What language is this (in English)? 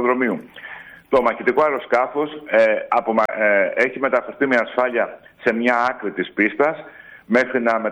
Greek